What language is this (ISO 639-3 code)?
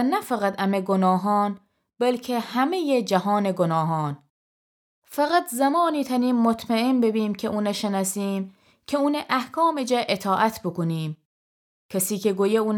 glk